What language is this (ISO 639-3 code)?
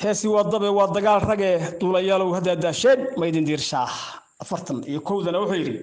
som